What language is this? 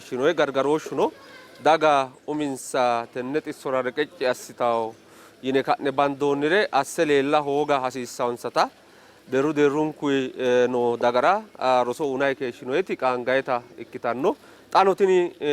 Sidamo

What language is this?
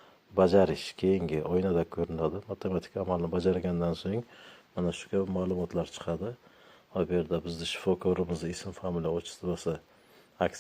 Uzbek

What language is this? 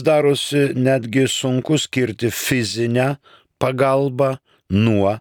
Lithuanian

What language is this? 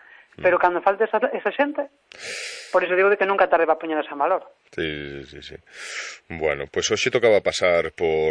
Galician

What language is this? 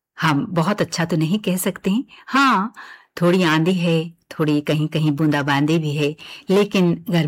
Hindi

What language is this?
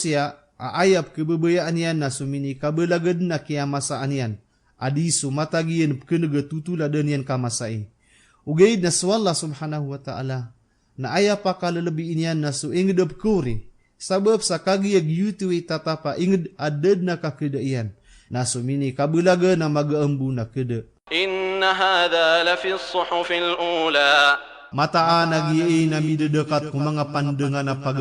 Maranao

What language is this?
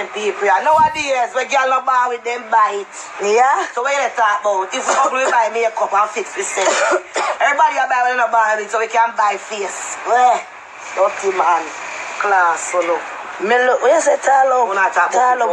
Jamaican Creole English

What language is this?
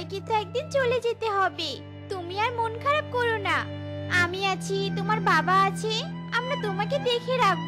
Bangla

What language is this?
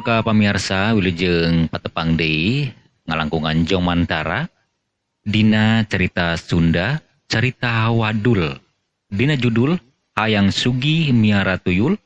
Sundanese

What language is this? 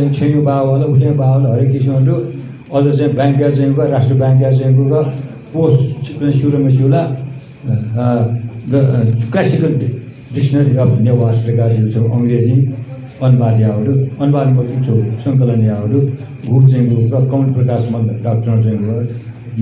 Newari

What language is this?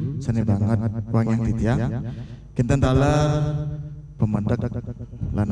Balinese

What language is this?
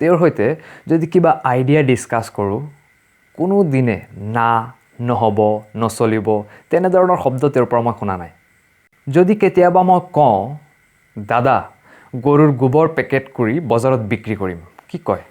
Assamese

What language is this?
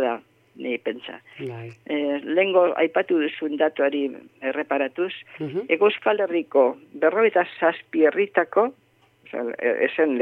Basque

